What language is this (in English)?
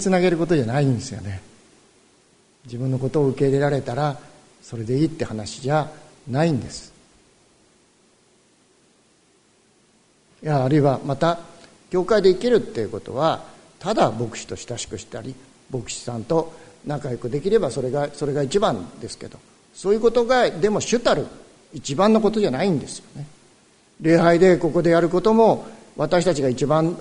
Japanese